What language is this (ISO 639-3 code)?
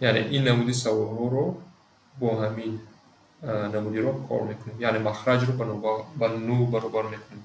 tgk